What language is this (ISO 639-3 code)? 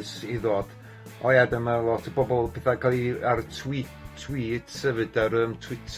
cym